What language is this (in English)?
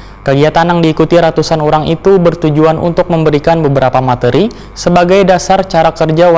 Banjar